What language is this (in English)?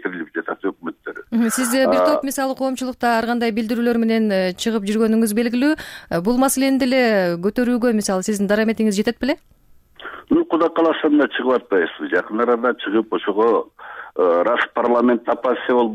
Kyrgyz